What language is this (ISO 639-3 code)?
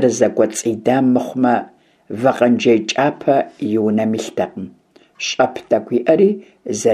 kbd